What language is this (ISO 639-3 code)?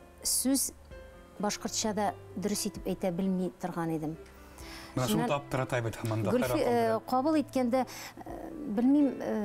bak